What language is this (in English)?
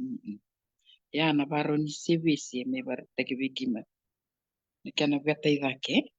Fijian